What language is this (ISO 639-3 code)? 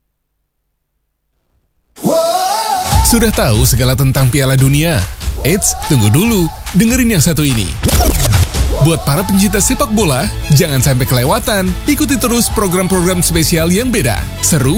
ind